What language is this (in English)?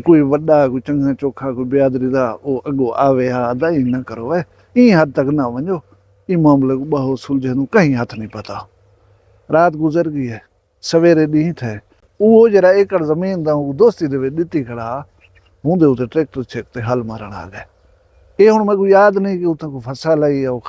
Saraiki